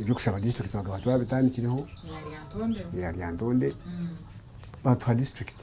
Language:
Nyankole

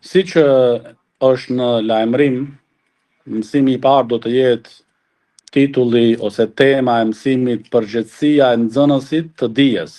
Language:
Albanian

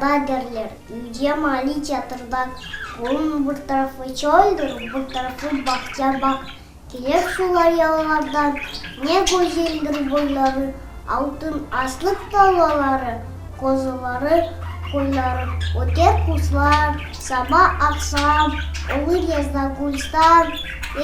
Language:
Crimean Tatar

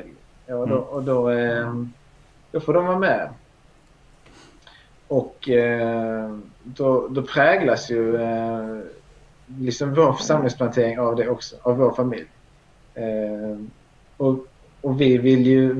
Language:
Swedish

